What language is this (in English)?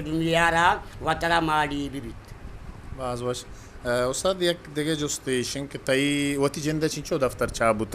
Eastern Balochi